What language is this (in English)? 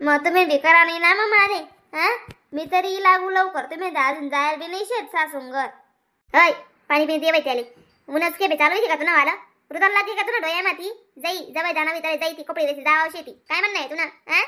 Khandesi